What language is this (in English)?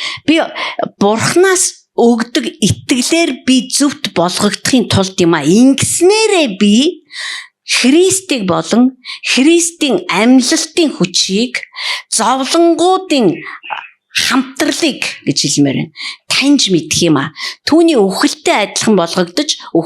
Mongolian